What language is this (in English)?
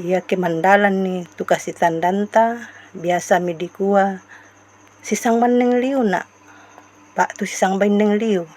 Toraja-Sa'dan